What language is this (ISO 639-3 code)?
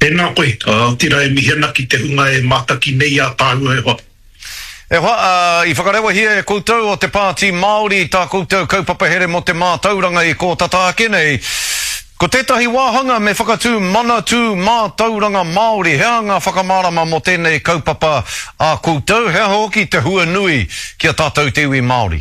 mri